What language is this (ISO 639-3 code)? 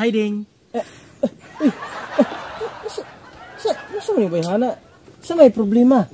ceb